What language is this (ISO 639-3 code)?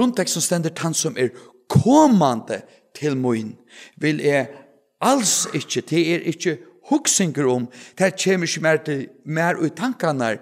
fao